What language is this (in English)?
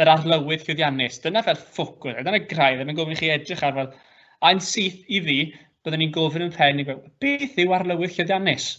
Welsh